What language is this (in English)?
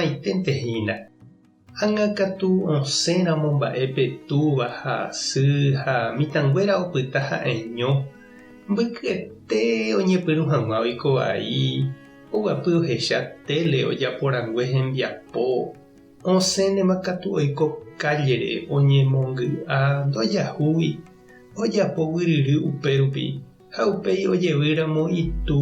Guarani